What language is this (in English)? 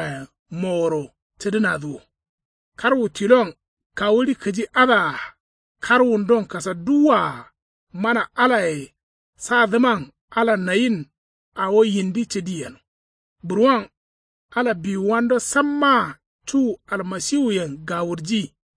Kanuri